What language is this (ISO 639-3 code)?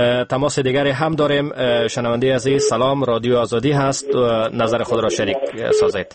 fas